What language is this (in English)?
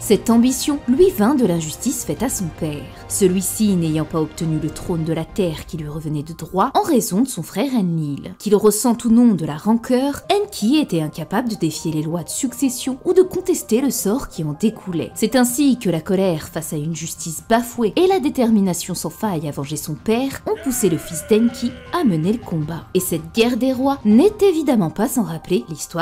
French